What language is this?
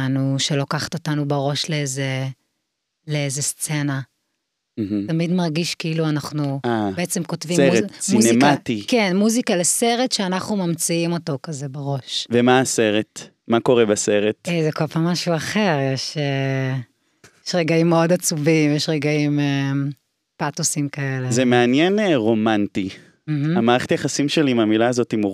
Hebrew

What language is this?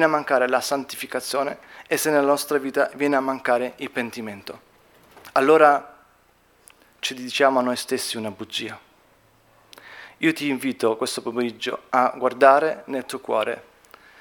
Italian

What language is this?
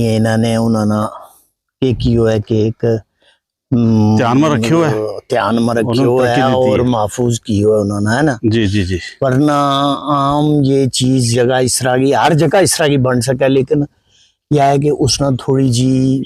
Gujari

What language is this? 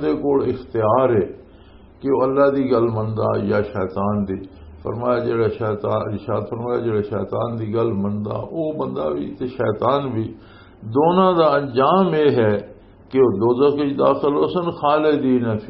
Western Panjabi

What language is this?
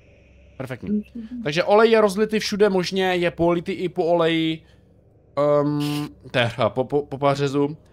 Czech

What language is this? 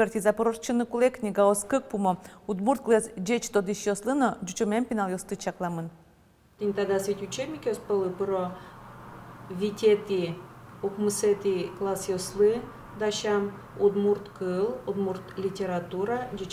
Udmurt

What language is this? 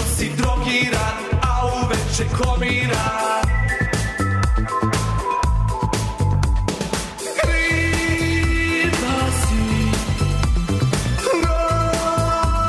Serbian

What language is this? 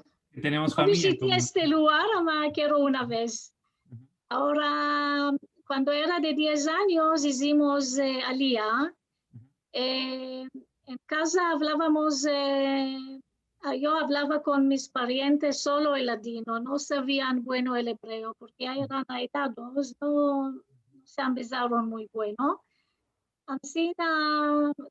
Ladino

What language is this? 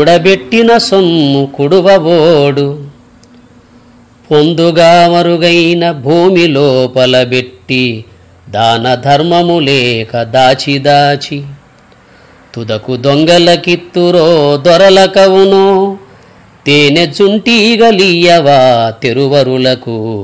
Telugu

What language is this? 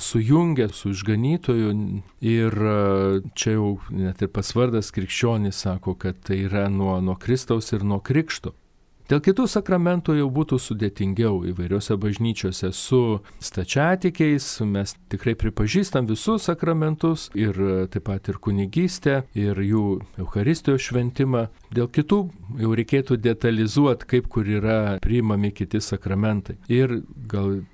Lithuanian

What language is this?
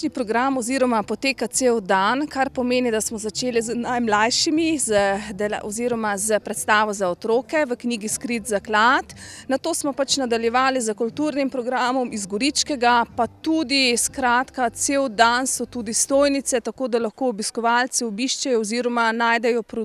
Slovenian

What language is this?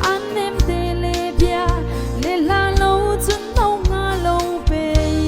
Hakha Chin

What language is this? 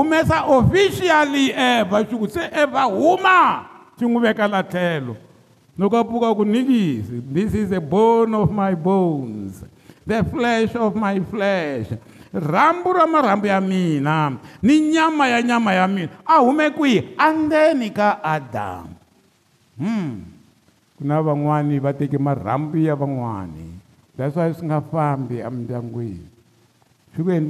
Tsonga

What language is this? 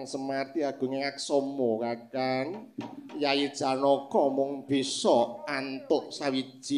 Javanese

